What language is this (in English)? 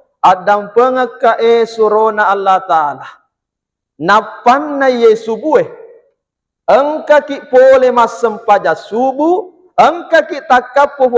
Buginese